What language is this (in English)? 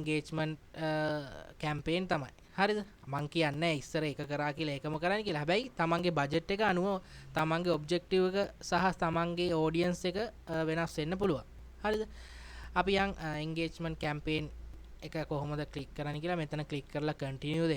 Sinhala